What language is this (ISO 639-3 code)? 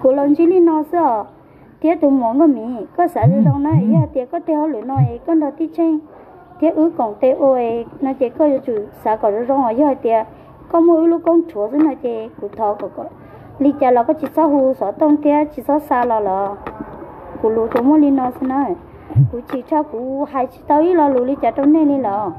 hmn